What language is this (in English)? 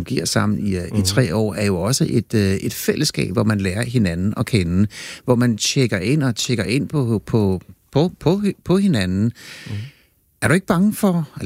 Danish